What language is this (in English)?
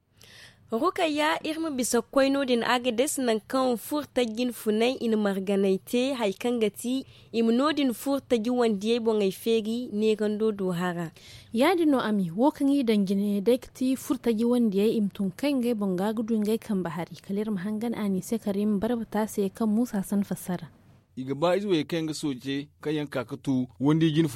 Zarma